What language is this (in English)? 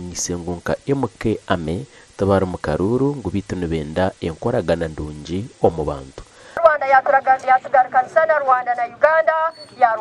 Nyankole